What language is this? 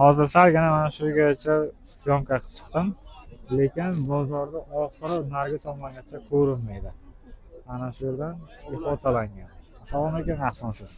Uzbek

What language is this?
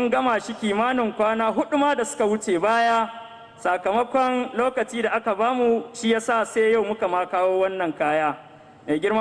Hausa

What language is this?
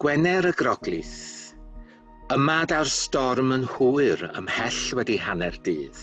Welsh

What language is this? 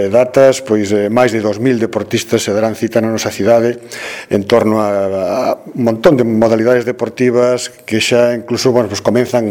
Galician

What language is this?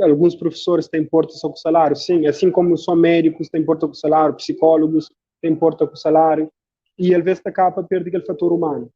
Kabuverdianu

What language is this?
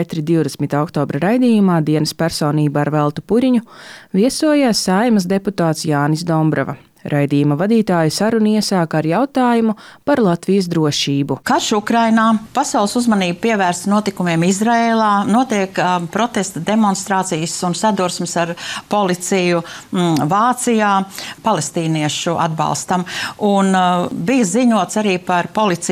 Latvian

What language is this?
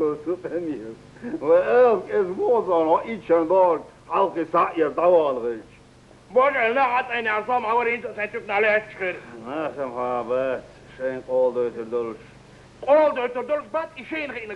Chechen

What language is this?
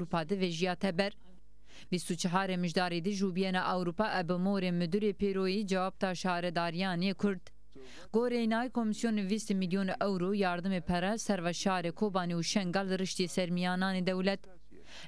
Zaza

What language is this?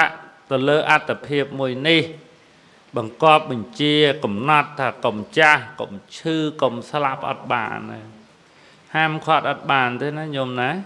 Khmer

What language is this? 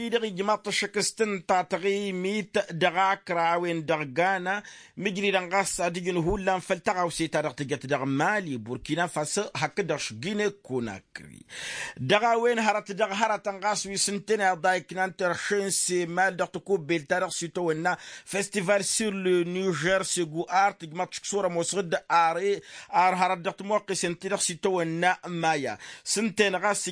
Tamasheq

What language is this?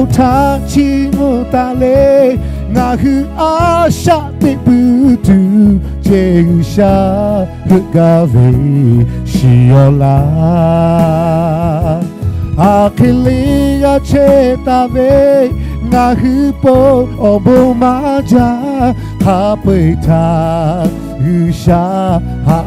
Lahu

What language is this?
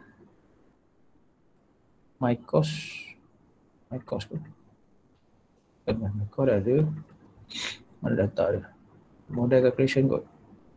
Malay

